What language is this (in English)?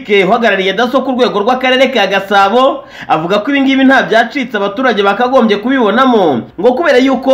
Kinyarwanda